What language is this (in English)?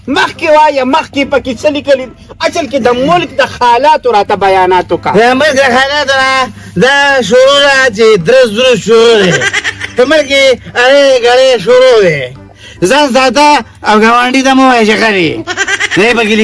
Pashto